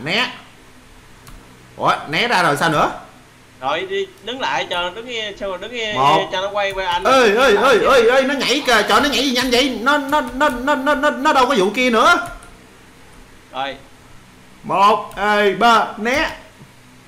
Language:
Vietnamese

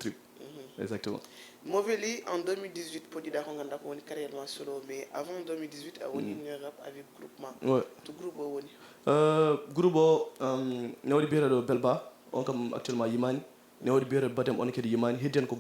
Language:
Fula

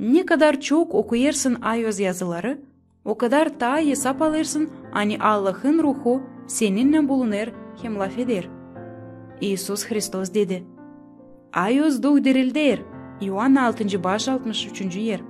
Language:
Gagauz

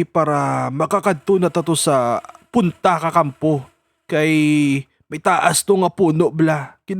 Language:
Hiligaynon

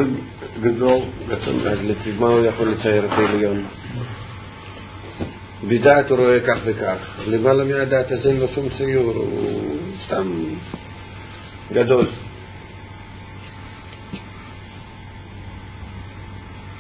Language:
Hebrew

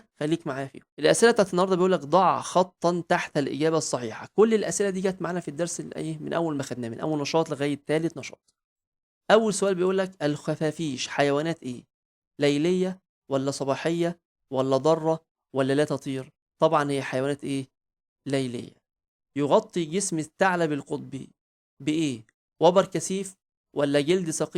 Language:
Egyptian Arabic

